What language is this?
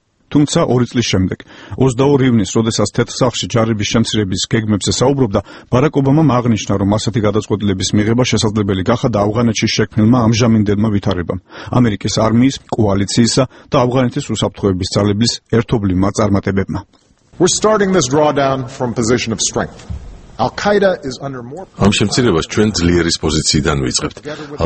Georgian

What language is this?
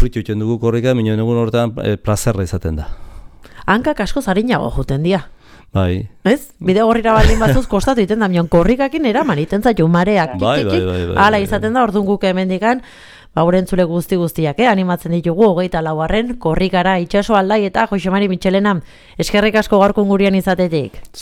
Basque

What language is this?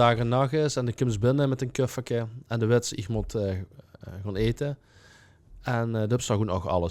Limburgish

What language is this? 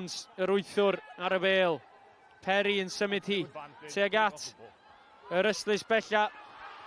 Welsh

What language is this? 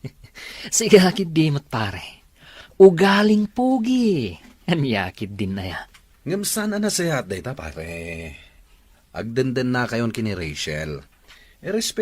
Iloko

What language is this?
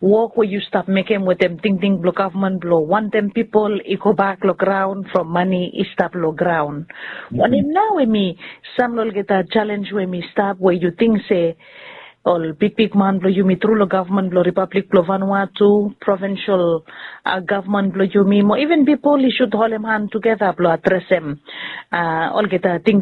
Bislama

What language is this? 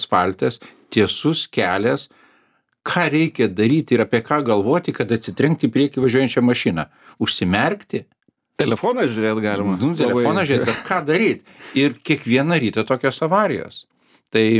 Lithuanian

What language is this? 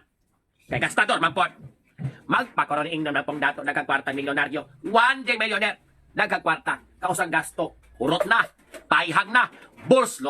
Cebuano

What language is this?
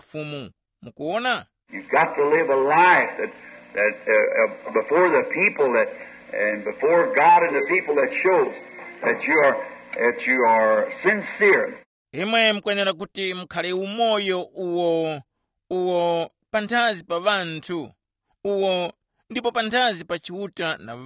Tumbuka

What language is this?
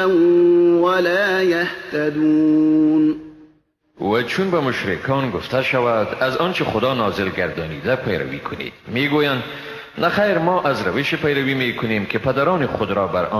Persian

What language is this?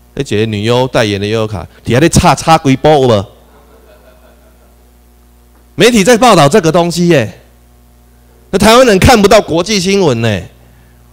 Chinese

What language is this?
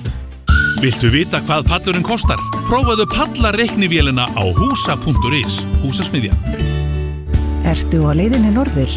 Icelandic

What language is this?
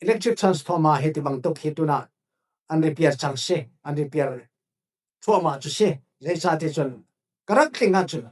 Falam Chin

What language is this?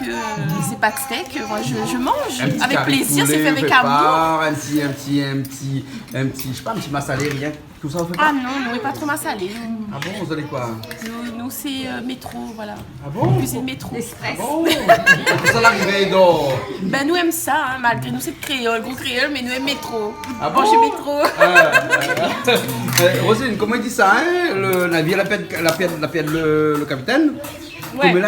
Réunion Creole French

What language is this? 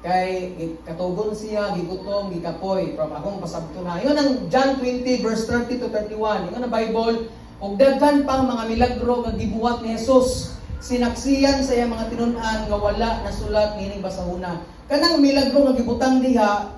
Cebuano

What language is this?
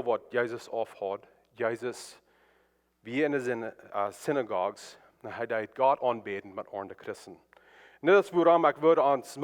Plautdietsch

